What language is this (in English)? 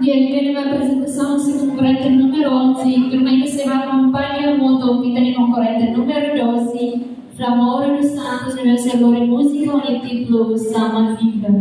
Tetum